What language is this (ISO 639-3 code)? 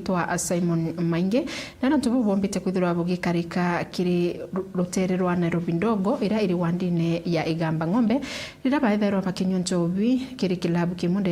mer